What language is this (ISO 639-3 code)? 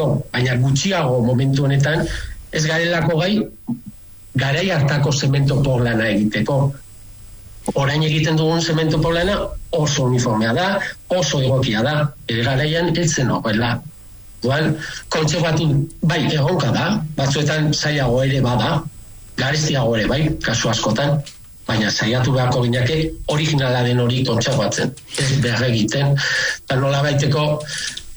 eus